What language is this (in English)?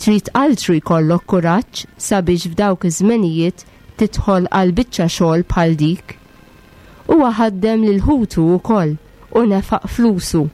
Maltese